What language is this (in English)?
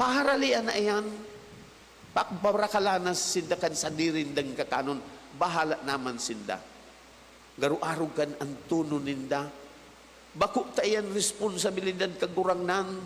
Bikol